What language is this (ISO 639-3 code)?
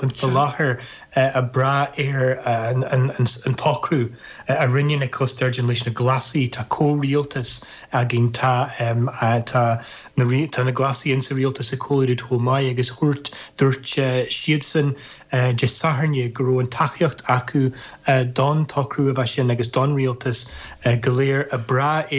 gle